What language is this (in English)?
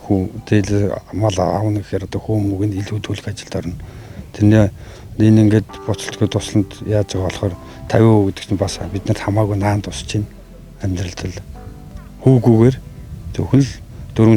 Mongolian